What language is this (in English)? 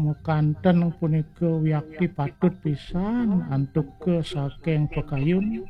Balinese